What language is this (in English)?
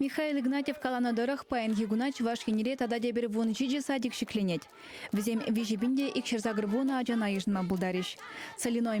Chuvash